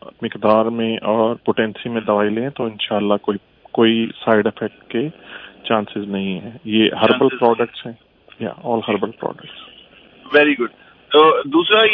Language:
Urdu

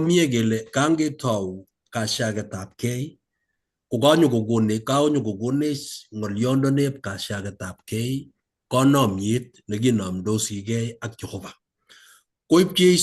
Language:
Kalenjin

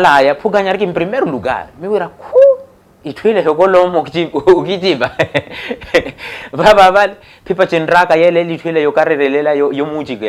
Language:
Makhuwa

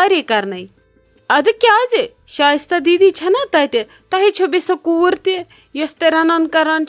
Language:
Kashmiri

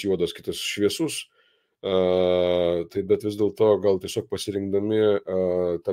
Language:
Lithuanian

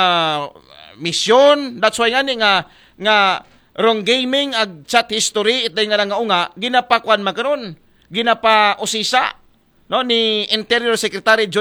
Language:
Aklanon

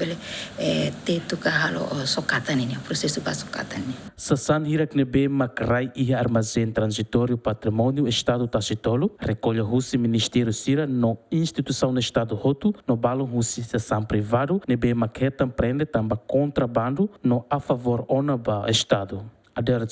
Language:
Tetum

